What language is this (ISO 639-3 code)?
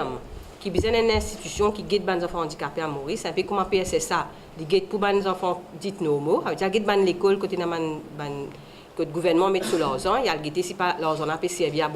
mfe